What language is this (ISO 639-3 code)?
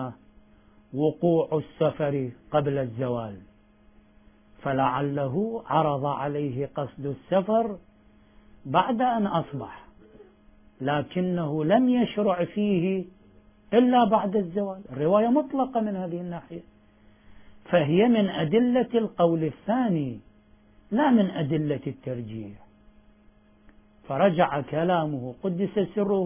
ara